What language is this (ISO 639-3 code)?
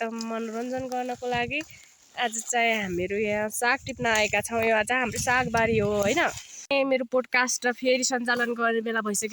nep